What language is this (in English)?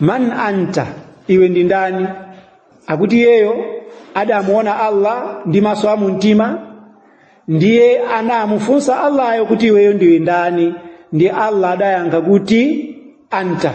Nyanja